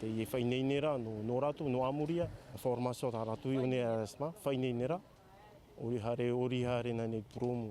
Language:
Tahitian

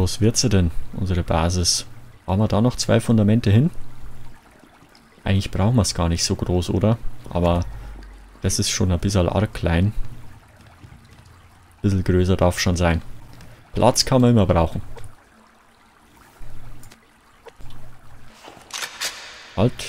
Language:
German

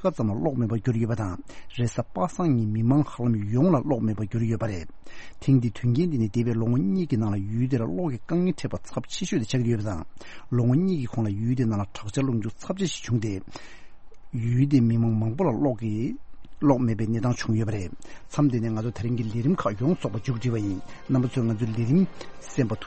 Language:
Tibetan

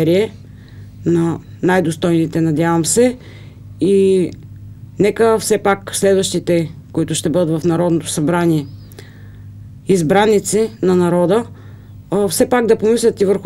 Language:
Bulgarian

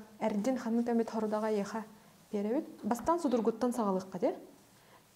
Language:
Yakut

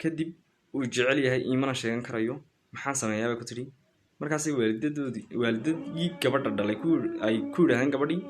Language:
Somali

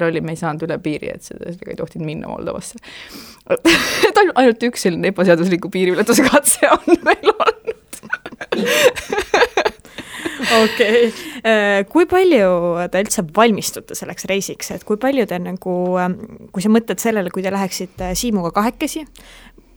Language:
Estonian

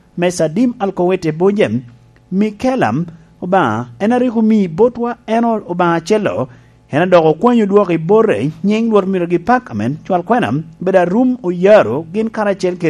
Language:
Lango (Uganda)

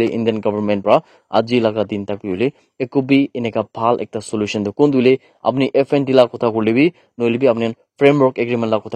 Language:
Naga Pidgin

